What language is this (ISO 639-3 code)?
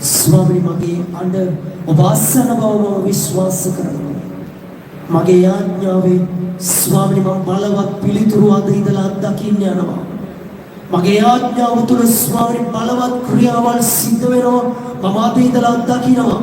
sin